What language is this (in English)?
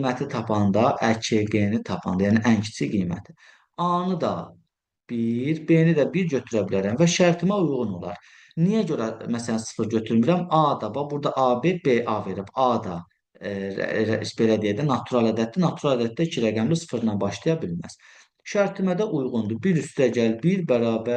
Azerbaijani